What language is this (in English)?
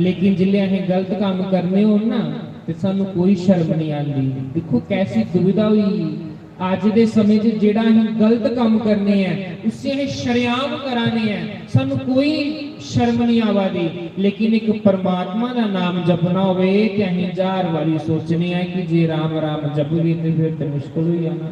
Dogri